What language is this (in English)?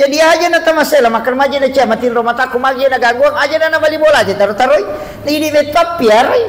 Buginese